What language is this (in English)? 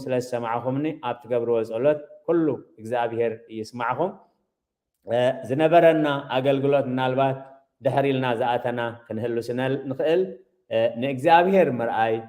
Tigrinya